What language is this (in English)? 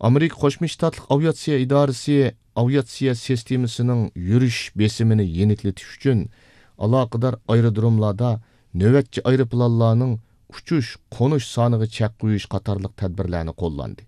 Uyghur